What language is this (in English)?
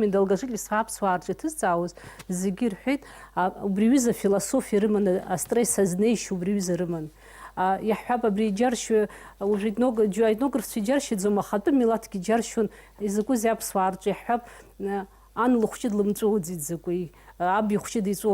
Abkhazian